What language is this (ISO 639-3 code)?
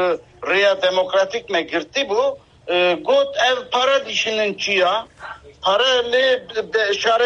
kur